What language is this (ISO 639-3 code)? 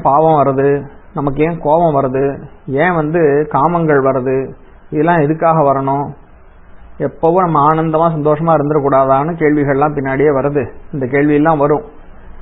tam